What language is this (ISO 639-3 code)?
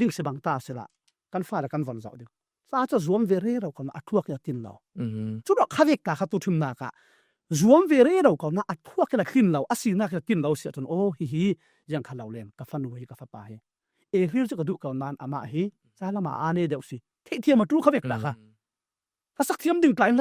cfm